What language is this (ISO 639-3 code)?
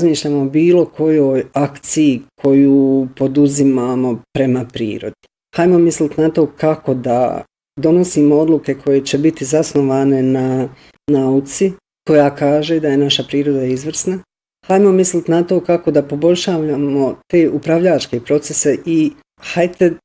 bos